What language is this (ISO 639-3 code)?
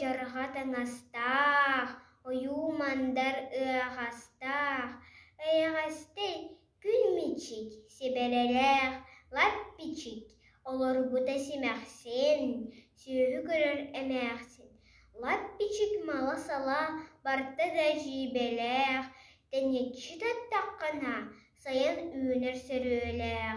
sah